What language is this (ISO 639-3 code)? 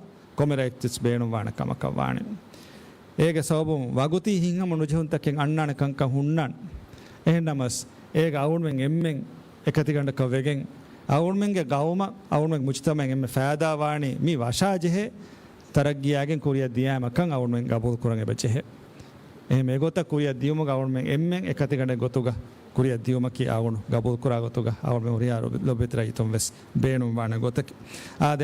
div